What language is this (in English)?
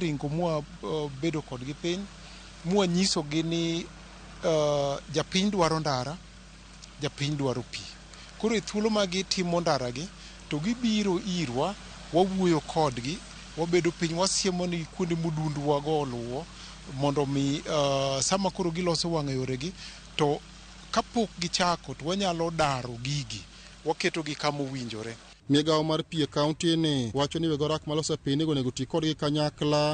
Luo (Kenya and Tanzania)